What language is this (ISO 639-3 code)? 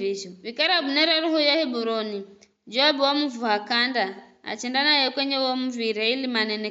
nyf